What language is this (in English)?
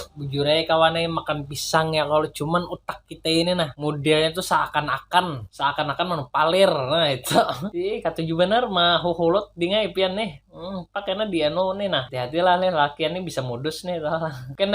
Banjar